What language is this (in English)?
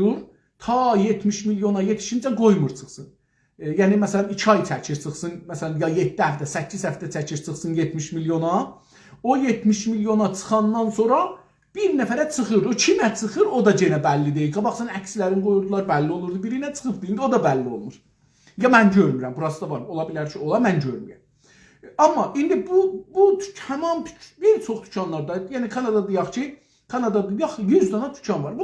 South Azerbaijani